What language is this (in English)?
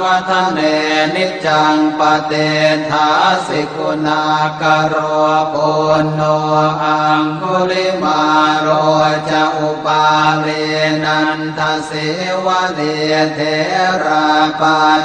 Pali